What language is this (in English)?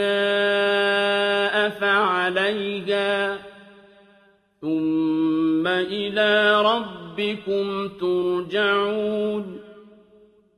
Arabic